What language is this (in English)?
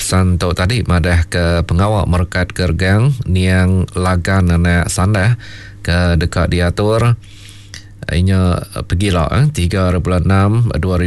Iban